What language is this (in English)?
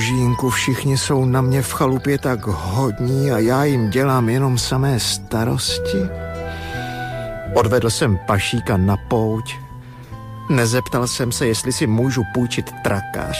Czech